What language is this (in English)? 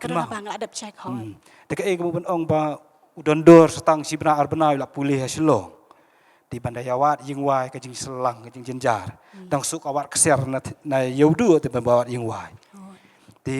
Khasi